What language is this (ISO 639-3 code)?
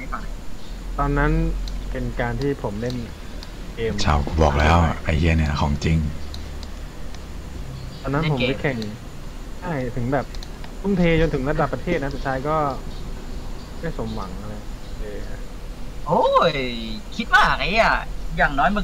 tha